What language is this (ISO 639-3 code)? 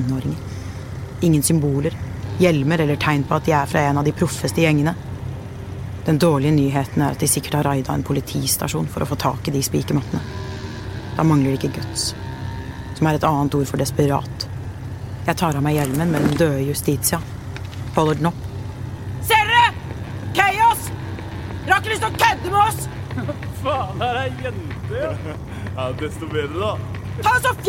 nor